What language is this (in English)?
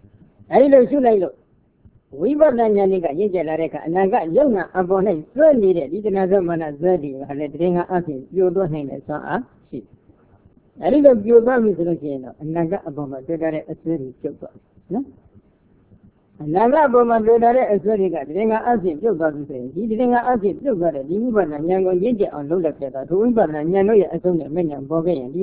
Burmese